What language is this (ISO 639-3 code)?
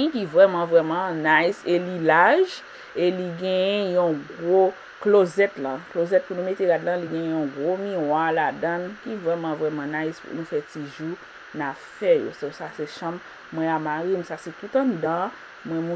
hat